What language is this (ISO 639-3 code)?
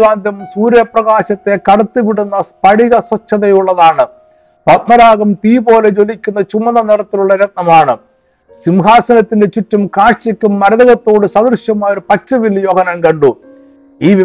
mal